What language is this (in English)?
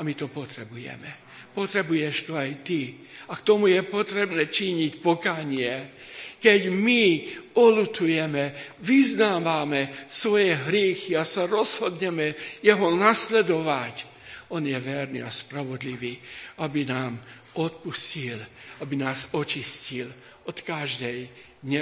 Slovak